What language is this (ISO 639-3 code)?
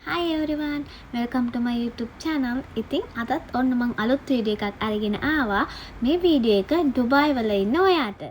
sin